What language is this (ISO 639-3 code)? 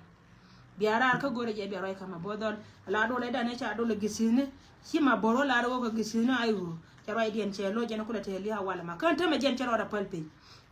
nus